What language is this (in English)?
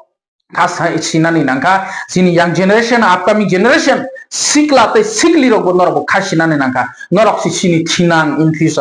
Kok Borok